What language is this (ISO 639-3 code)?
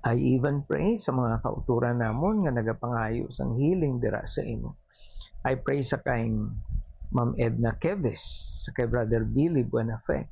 hil